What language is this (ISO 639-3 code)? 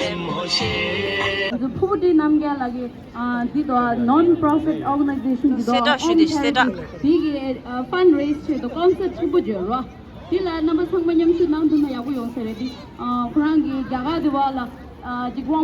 bod